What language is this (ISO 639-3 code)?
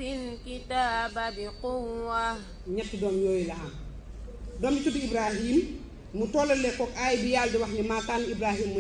wol